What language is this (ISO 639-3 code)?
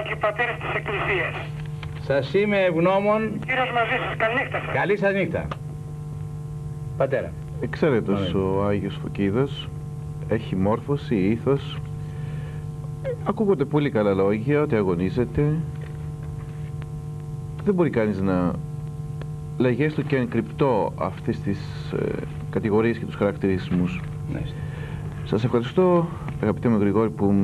ell